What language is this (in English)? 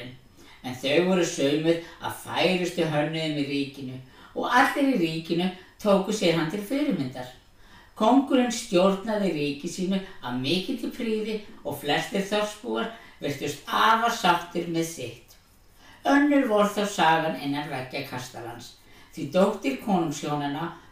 Icelandic